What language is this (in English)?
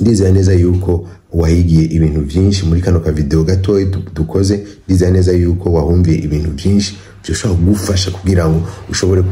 Rundi